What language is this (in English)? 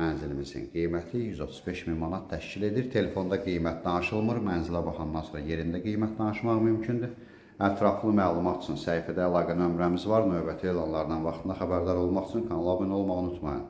Azerbaijani